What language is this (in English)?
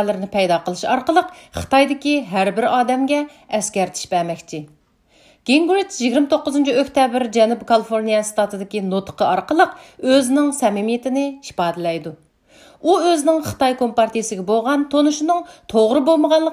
Uyghur